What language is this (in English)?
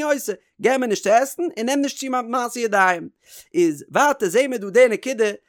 Yiddish